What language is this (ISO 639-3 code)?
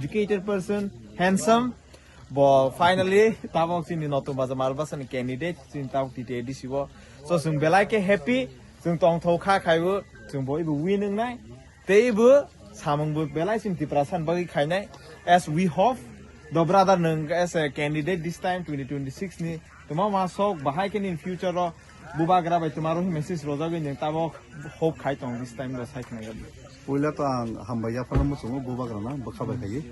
trp